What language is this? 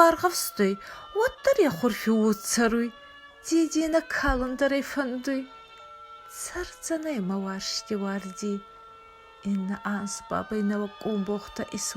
Ossetic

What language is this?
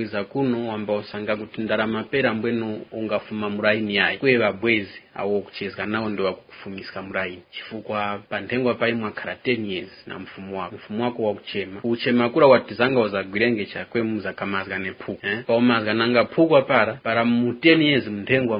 Tumbuka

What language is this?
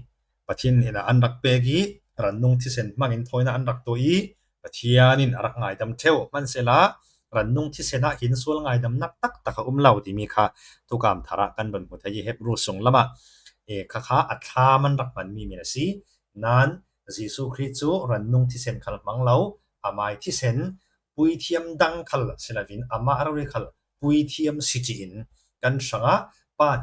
Falam Chin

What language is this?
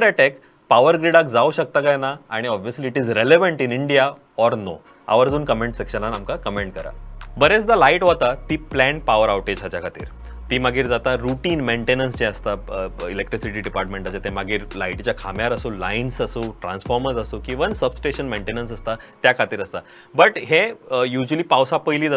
Konkani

